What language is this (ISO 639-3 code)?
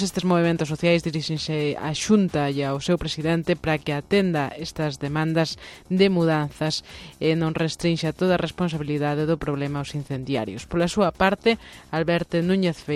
glg